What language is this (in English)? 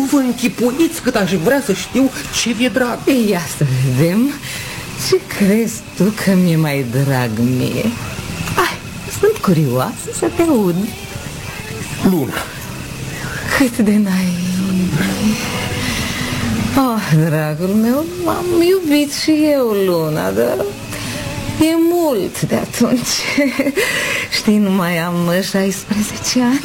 Romanian